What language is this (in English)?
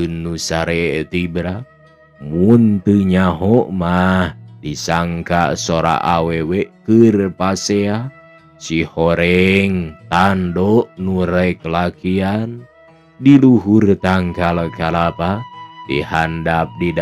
Sundanese